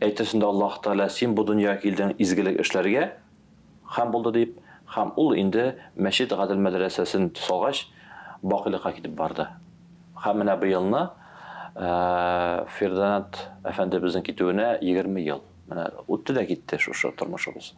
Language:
Tatar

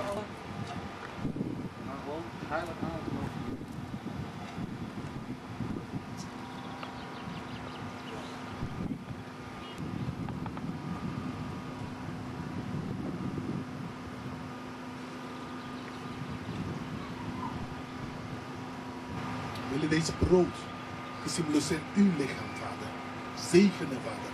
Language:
Dutch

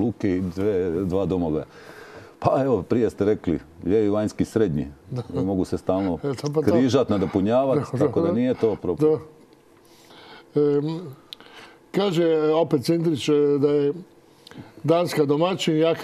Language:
Croatian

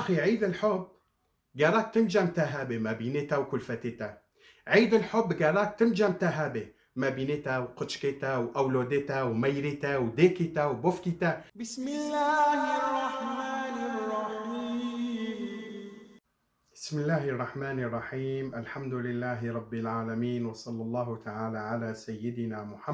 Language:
Kurdish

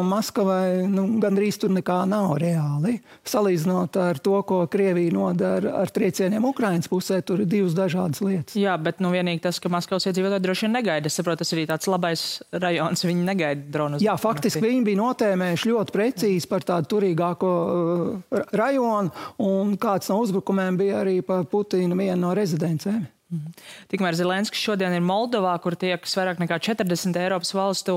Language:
Latvian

